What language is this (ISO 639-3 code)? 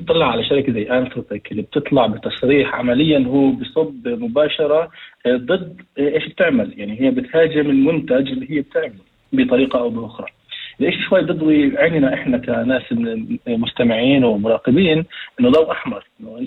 apc